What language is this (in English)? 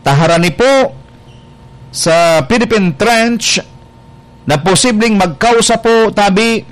Bikol